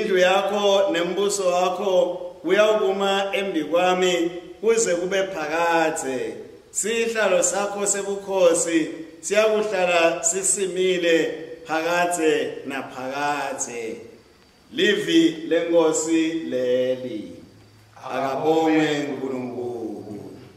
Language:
Swati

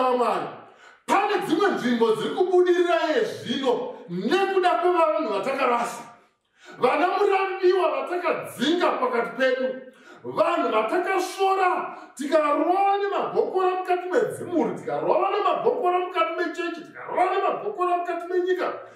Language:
Shona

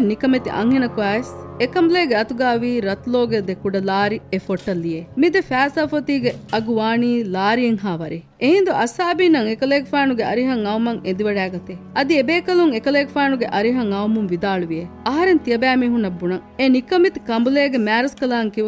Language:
Divehi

